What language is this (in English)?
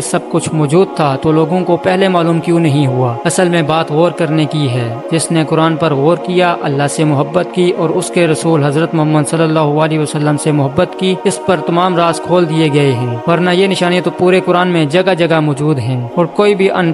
Urdu